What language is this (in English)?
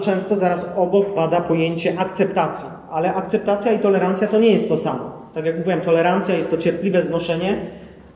Polish